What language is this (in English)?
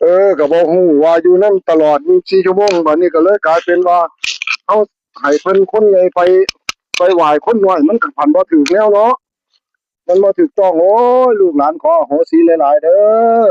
Northeastern Thai